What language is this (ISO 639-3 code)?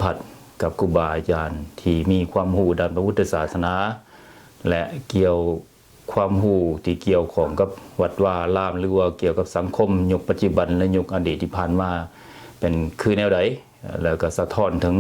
lao